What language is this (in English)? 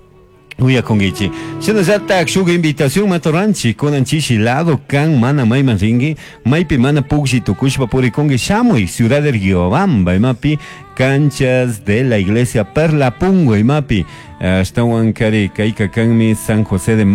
Chimborazo Highland Quichua